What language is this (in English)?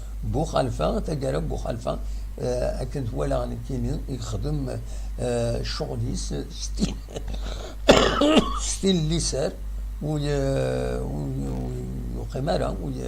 Kabyle